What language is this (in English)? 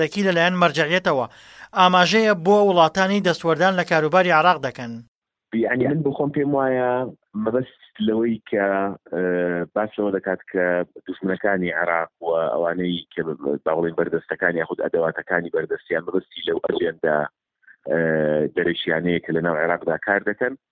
Central Kurdish